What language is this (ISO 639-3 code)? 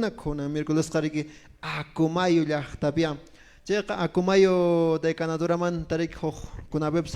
que